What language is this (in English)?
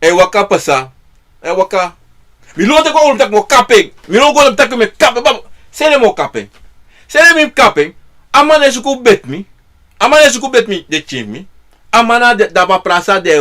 Sranan Tongo